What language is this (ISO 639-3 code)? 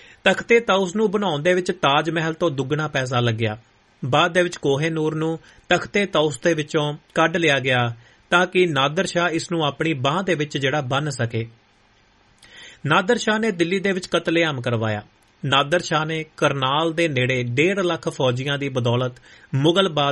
pan